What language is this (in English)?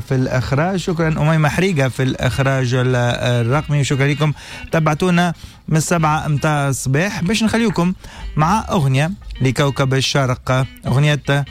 Tunisian Arabic